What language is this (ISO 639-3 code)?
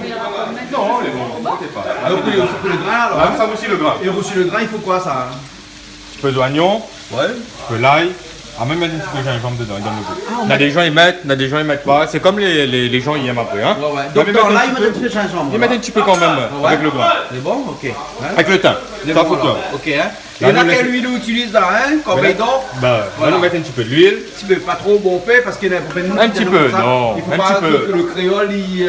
rcf